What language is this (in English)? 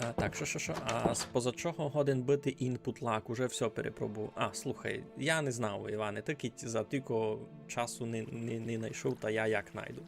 Rusyn